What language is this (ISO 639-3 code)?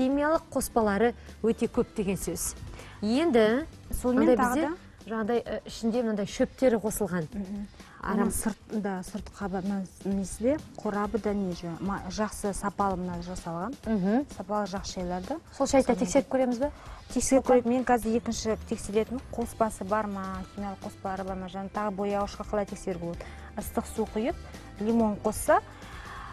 kaz